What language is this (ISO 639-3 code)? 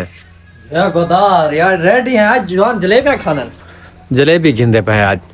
skr